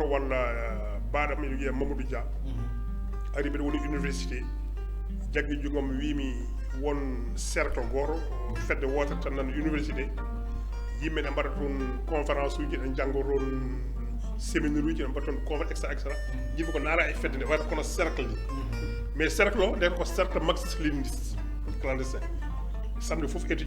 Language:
Fula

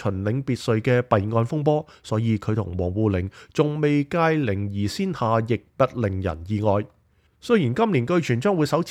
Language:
Cantonese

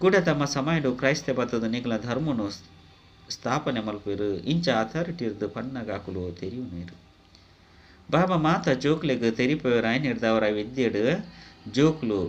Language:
Tulu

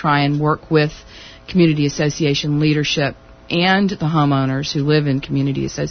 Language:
English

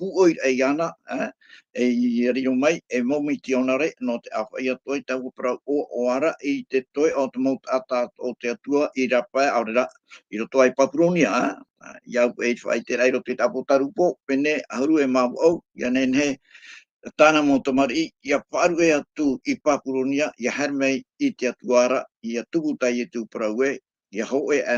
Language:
Tahitian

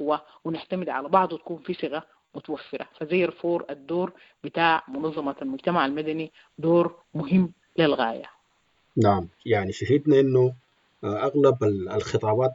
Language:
Sudanese Arabic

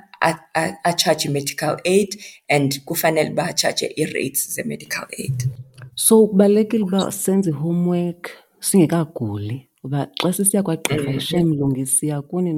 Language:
Xhosa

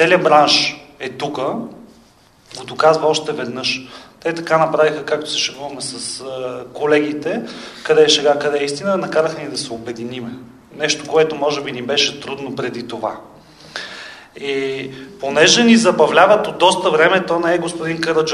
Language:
Bulgarian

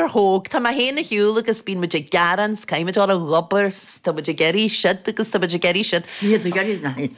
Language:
Irish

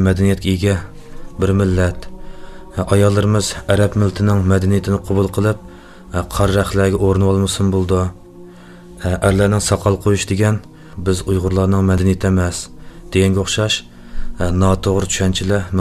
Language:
Uyghur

